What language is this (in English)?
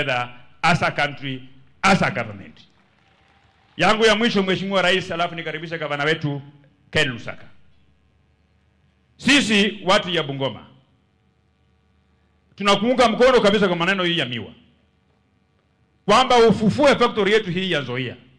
Swahili